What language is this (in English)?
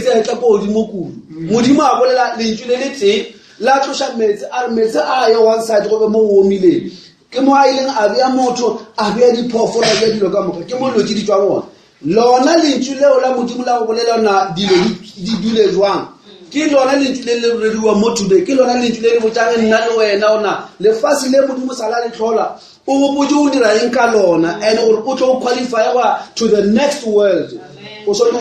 Northern Sotho